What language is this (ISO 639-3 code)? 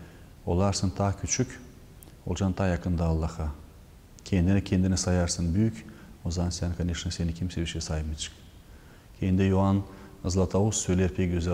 gag